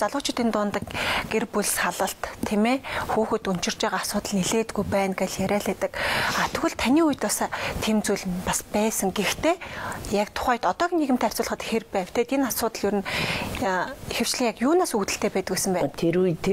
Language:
Mongolian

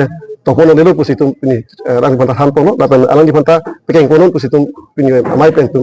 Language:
Karbi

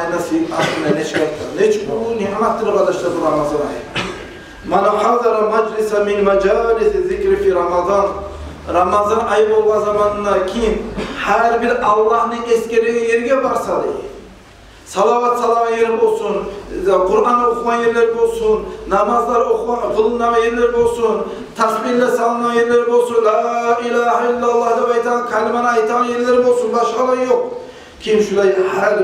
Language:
Kumyk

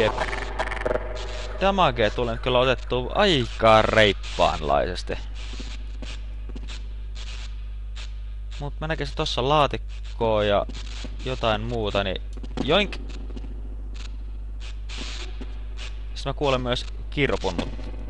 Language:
Finnish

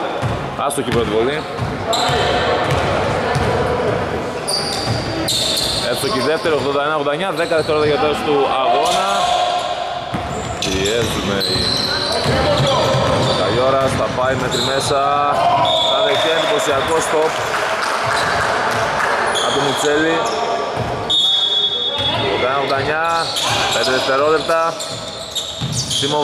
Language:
Greek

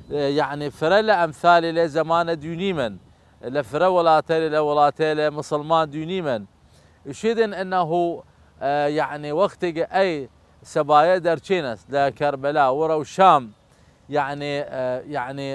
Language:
Southern Kurdish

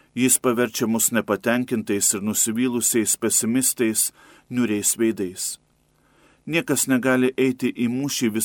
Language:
Lithuanian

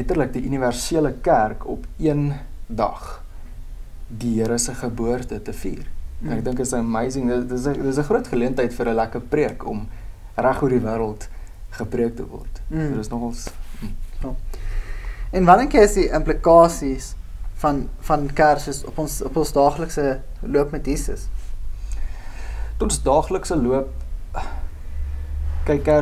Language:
Afrikaans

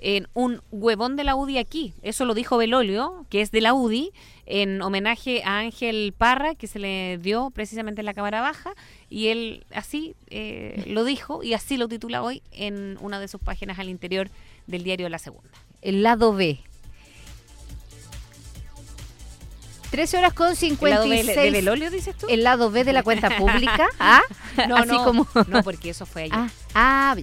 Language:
Spanish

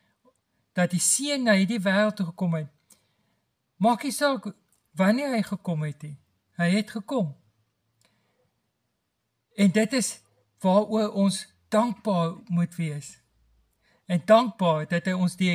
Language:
Afrikaans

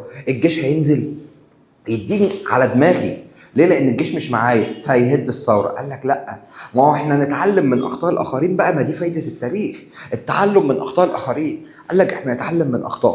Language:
Egyptian Arabic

